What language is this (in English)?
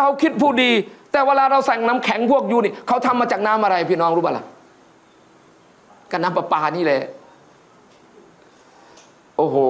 Thai